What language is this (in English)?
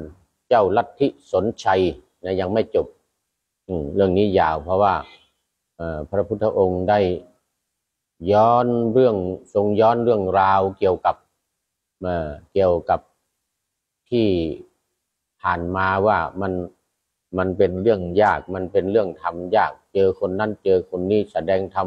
Thai